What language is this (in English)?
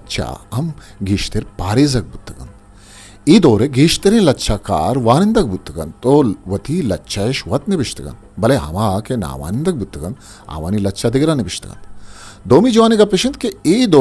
Eastern Balochi